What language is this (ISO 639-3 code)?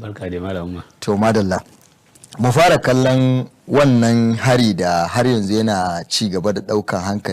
hau